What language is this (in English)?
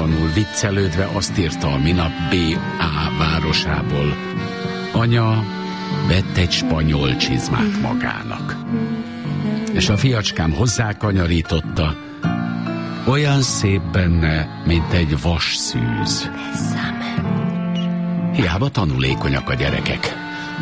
Hungarian